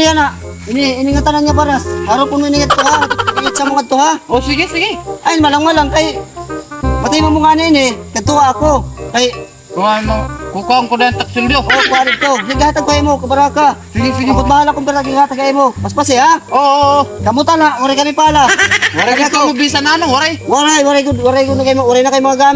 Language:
Waray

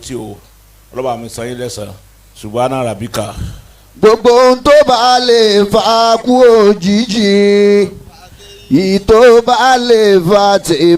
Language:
Yoruba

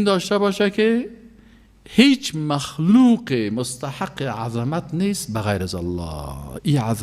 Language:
Persian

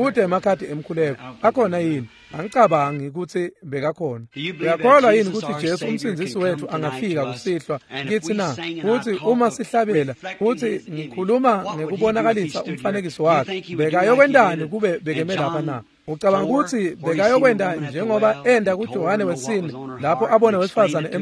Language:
Swati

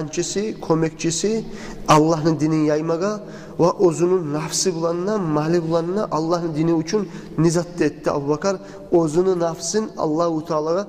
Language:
Kumyk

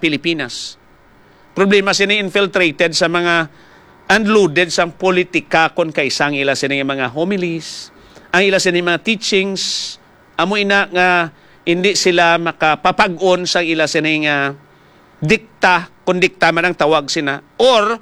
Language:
Hiligaynon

